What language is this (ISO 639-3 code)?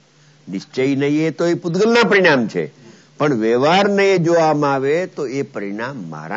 guj